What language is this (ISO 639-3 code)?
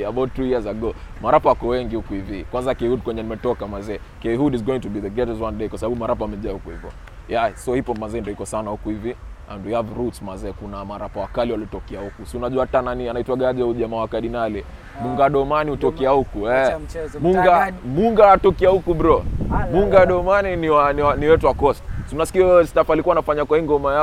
swa